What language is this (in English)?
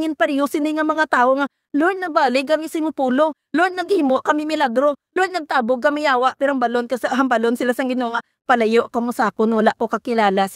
Hiligaynon